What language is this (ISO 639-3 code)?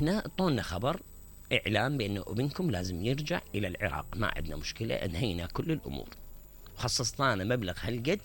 acm